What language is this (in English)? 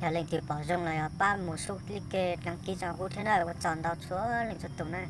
Hmong